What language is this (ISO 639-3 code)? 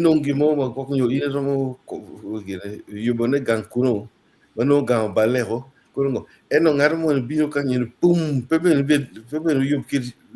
ach